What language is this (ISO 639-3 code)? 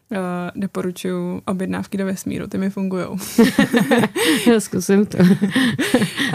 ces